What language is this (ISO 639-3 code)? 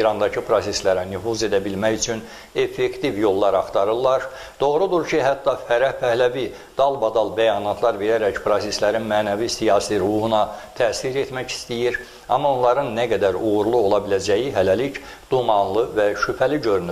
azb